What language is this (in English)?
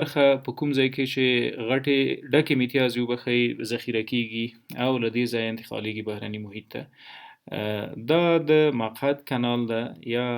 Pashto